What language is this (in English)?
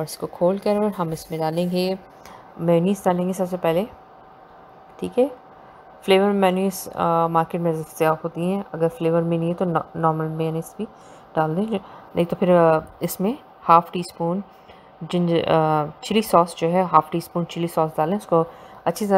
Hindi